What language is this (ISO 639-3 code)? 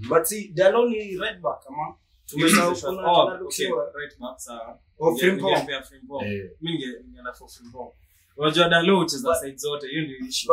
swa